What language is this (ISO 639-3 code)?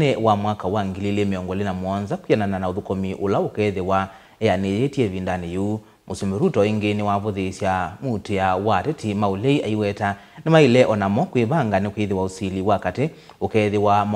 kam